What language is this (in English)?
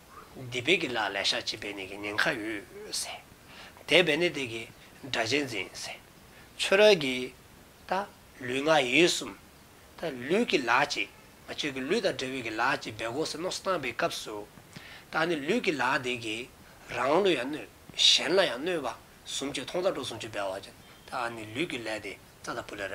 Dzongkha